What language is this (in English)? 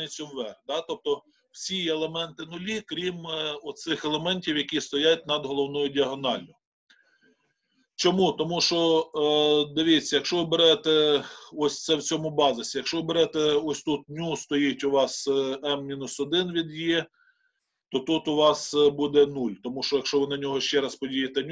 Ukrainian